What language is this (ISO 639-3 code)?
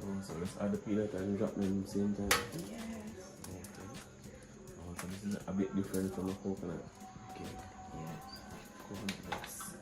jam